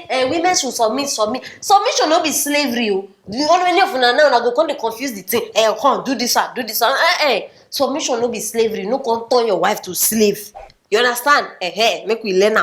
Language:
Nigerian Pidgin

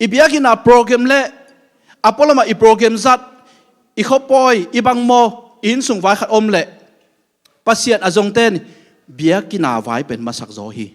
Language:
Tedim Chin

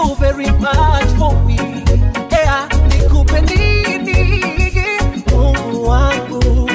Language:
Swahili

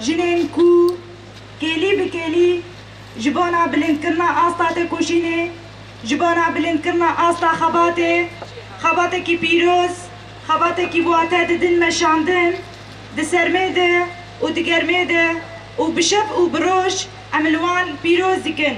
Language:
Kurdish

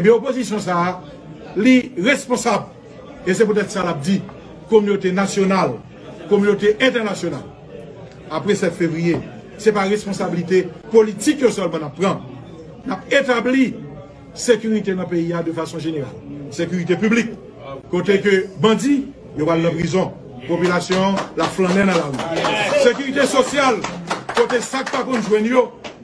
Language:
Haitian Creole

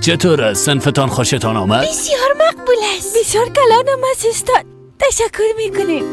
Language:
Persian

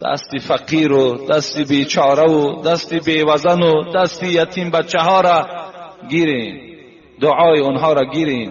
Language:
Tajik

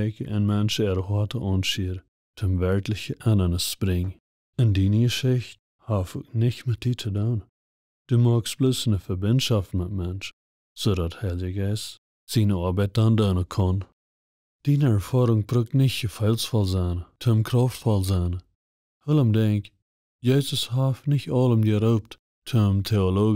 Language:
Plautdietsch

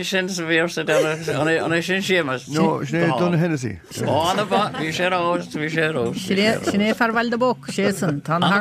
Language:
Irish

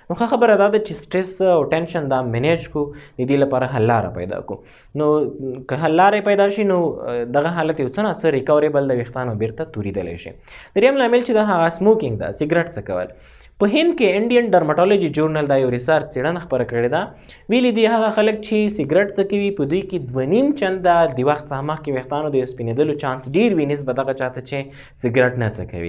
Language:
Pashto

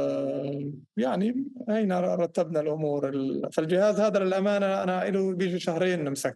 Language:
North Levantine Arabic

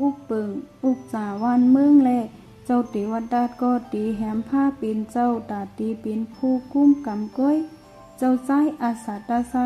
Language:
Shan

